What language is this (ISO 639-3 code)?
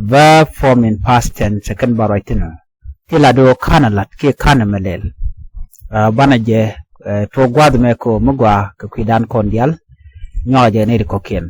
nus